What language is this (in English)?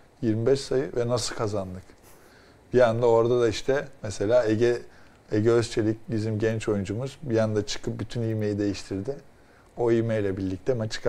Turkish